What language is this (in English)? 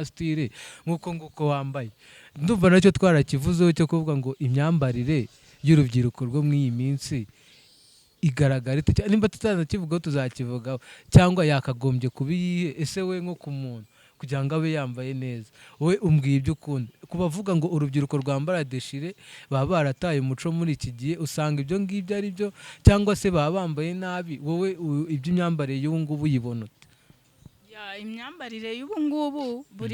Kinyarwanda